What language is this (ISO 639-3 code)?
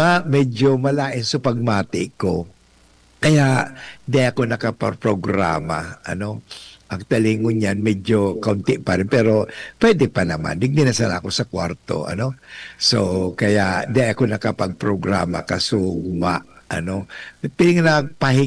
bik